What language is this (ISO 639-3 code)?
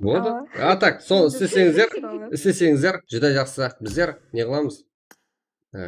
kaa